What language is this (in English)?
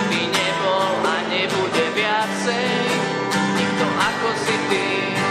Slovak